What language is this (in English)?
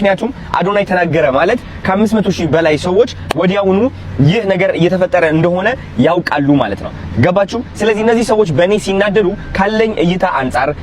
Amharic